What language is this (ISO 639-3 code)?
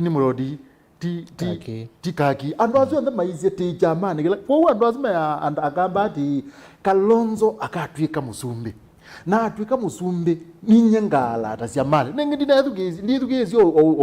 kam